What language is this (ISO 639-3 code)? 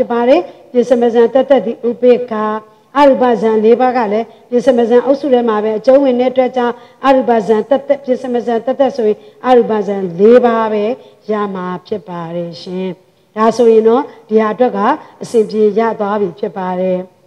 mya